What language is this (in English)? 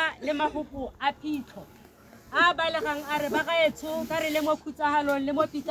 Tswana